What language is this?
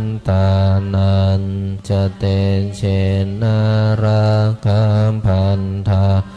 Pali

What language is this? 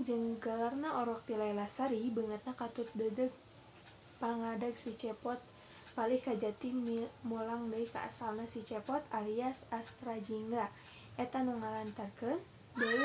Sundanese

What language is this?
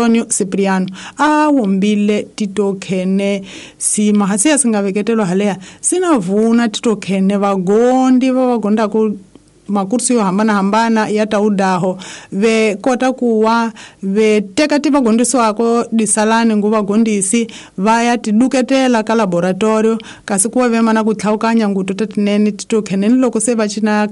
Tsonga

